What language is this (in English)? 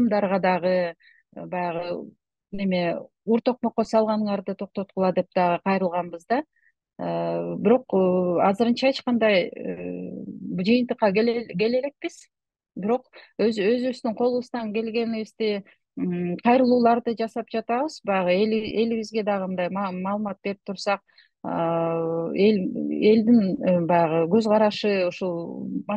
Kyrgyz